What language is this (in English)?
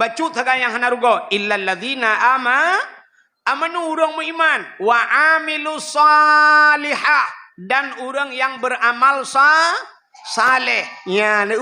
Achinese